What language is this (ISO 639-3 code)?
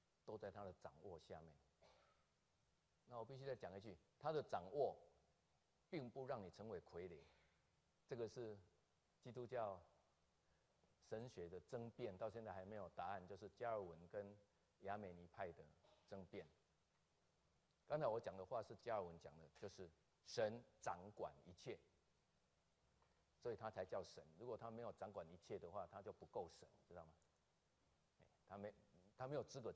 zho